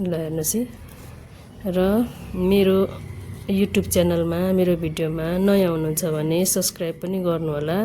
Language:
Nepali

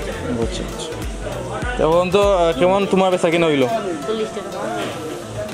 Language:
Sylheti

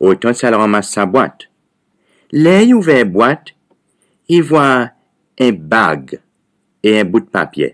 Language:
Seselwa Creole French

